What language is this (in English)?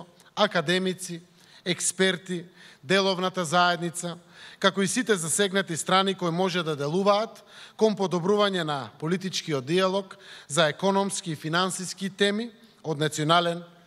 Macedonian